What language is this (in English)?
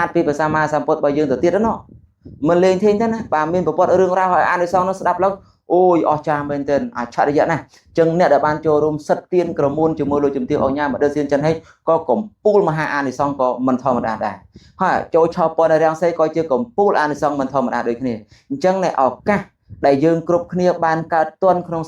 Khmer